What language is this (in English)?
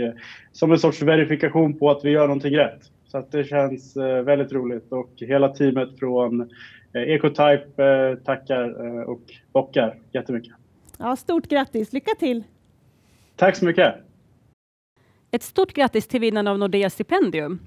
Swedish